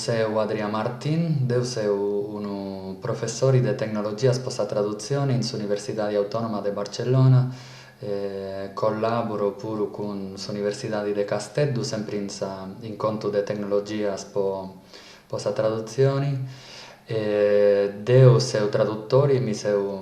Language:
Sardinian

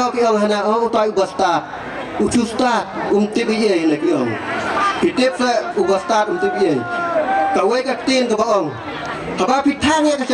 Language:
Khasi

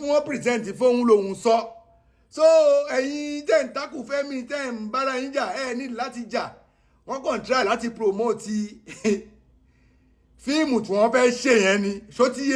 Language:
Yoruba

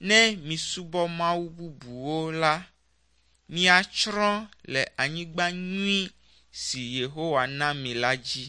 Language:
Ewe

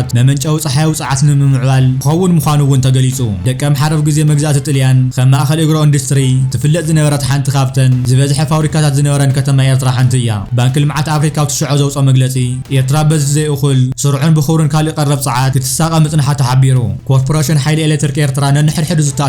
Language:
Tigrinya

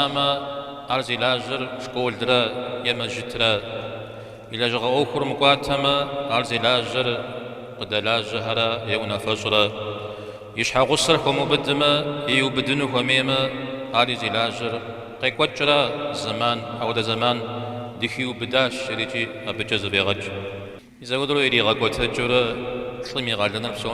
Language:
Kabardian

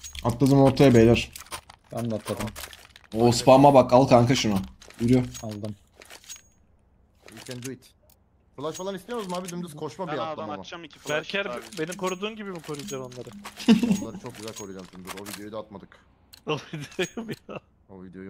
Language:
Turkish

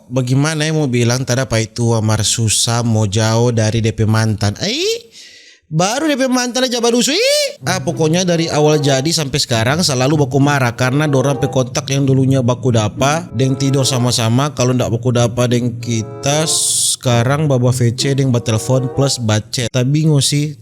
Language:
Manado Malay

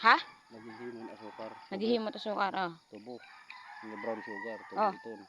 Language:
Waray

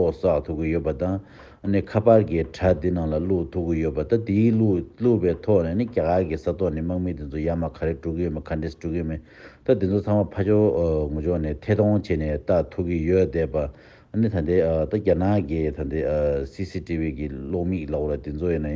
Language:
Tibetan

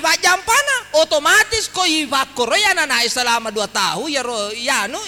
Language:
Buginese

